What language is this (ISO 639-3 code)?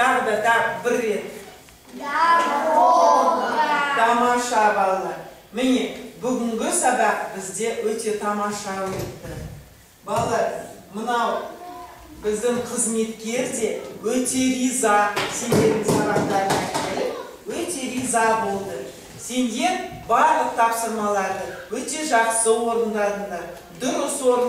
kaz